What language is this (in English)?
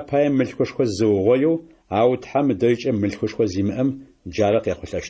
Adyghe